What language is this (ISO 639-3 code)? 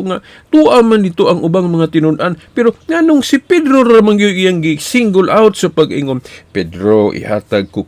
ceb